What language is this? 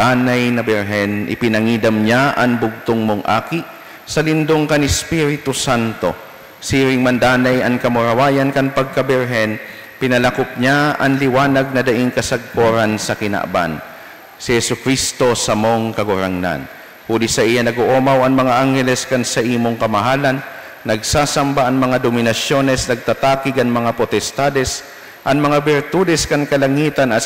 Bikol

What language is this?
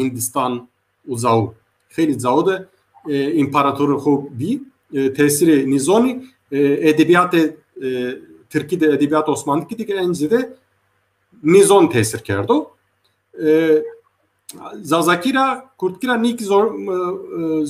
Zaza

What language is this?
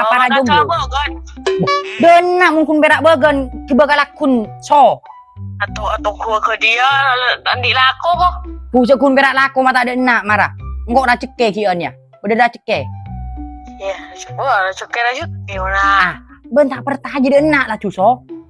Madurese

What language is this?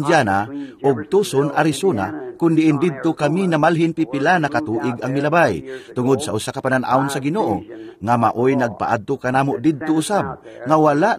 Cebuano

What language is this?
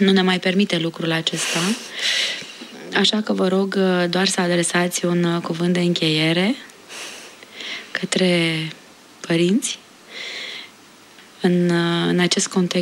Romanian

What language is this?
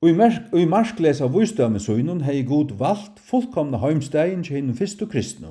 Faroese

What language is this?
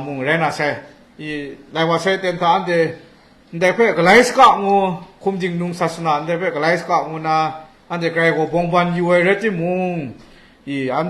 Kachin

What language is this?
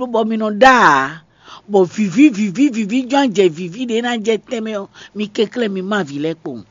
Fon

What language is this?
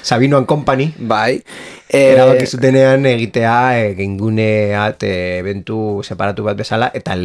Basque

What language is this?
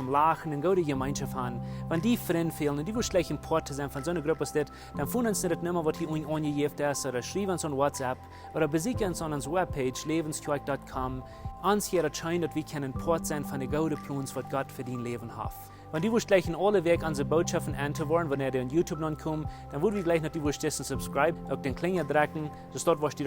Plautdietsch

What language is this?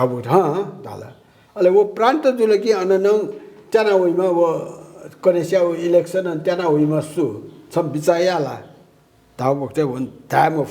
Newari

